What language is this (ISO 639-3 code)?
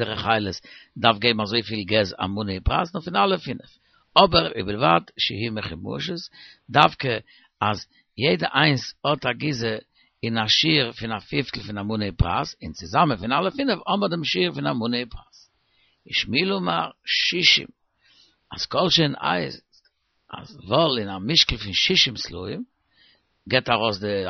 yid